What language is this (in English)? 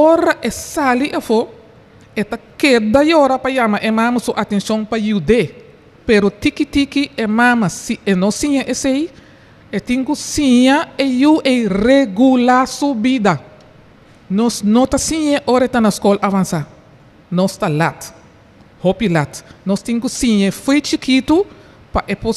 Papiamento